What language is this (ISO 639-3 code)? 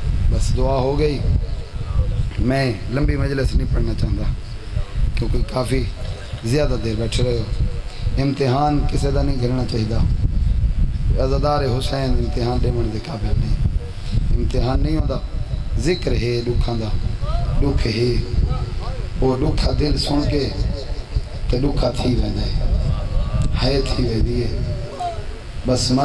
skr